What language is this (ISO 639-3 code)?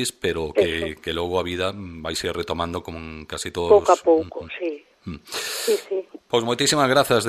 glg